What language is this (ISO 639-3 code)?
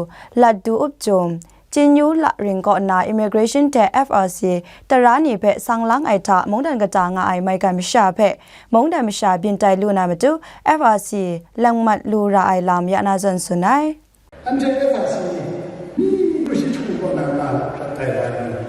kac